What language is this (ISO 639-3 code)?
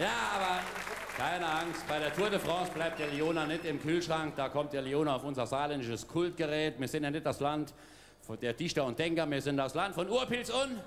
pfl